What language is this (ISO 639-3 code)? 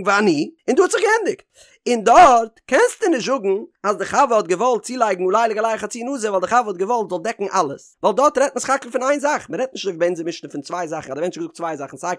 yid